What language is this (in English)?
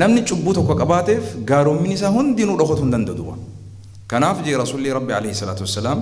Oromo